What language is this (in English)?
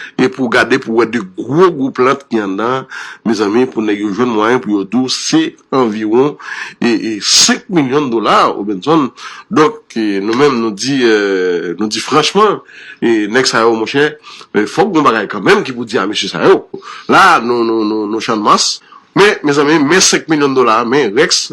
Haitian Creole